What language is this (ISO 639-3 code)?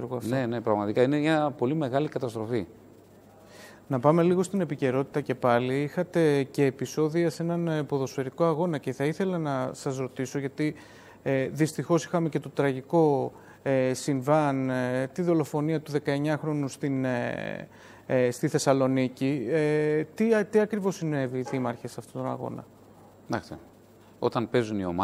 ell